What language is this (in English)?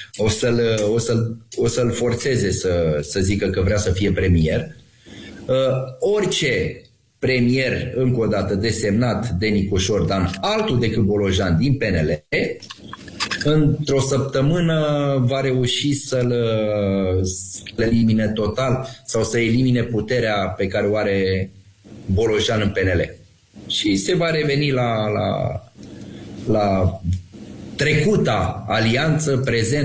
Romanian